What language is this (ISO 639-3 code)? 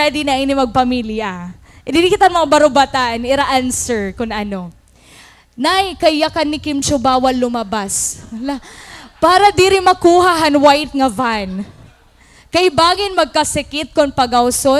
war